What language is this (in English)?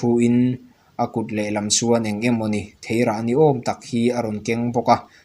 Mizo